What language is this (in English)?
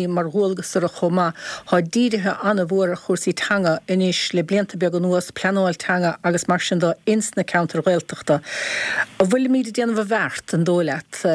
Irish